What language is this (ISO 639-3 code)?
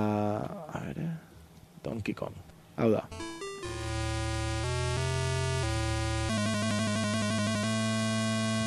eus